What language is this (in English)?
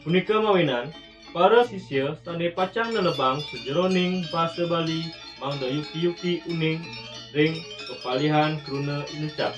Balinese